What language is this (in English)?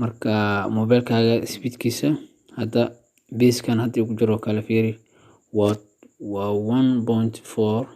Somali